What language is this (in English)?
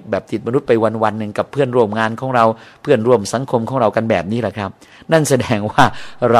Thai